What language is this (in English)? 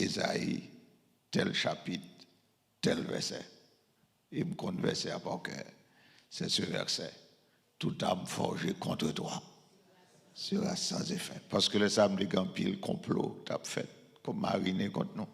Haitian Creole